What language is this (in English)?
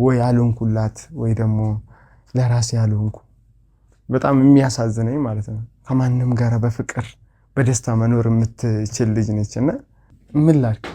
Amharic